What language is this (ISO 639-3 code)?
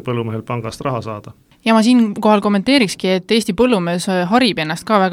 est